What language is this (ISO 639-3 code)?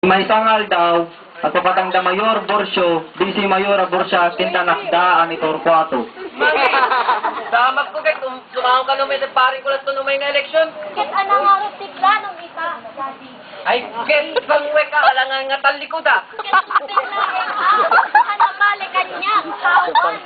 ilo